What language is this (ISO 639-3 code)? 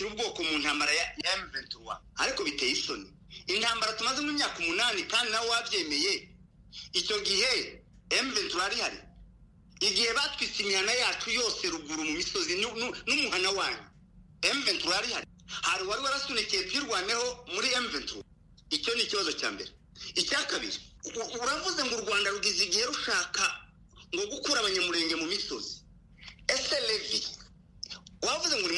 kin